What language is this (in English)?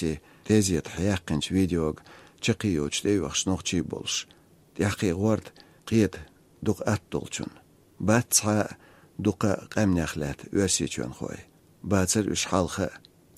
Chechen